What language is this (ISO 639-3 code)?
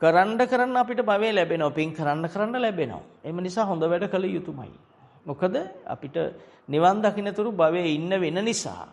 sin